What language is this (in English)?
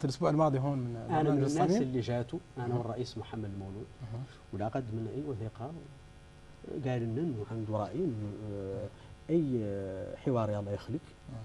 Hassaniyya